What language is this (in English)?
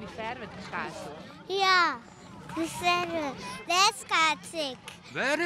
Western Frisian